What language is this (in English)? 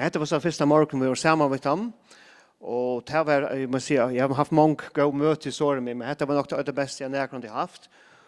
Faroese